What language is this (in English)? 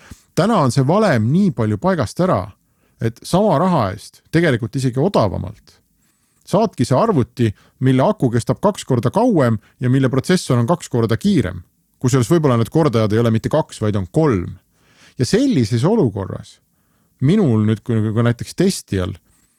Estonian